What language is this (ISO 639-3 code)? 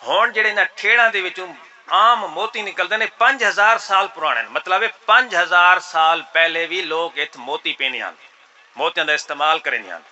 skr